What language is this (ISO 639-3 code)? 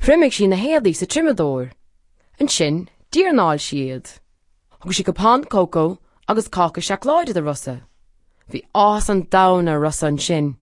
gle